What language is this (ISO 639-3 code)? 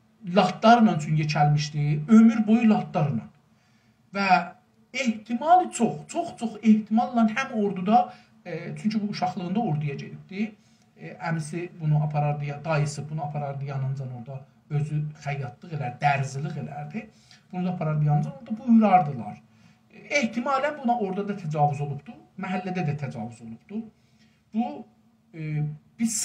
azb